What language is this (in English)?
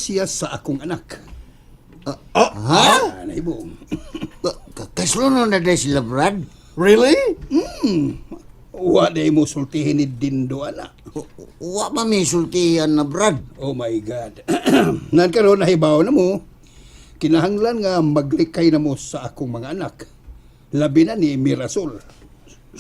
Cebuano